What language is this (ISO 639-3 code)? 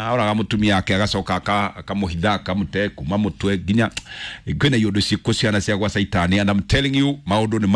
kik